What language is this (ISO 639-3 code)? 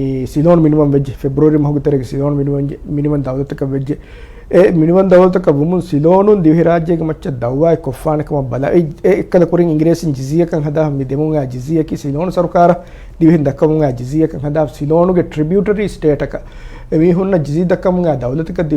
div